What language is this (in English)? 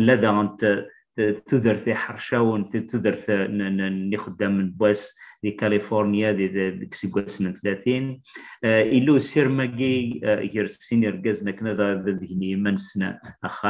Kabyle